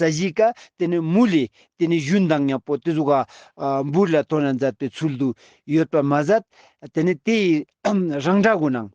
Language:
Ladakhi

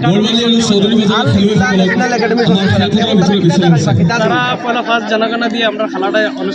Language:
Sylheti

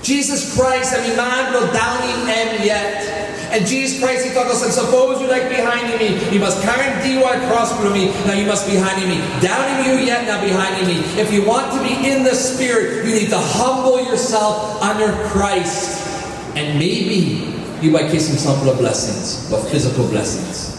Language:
Tok Pisin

